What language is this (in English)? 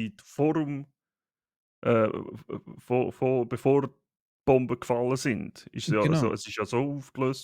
Swiss German